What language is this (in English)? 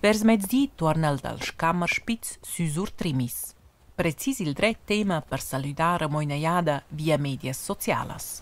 Romansh